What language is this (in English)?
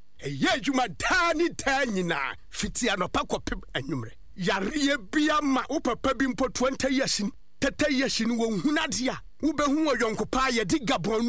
Akan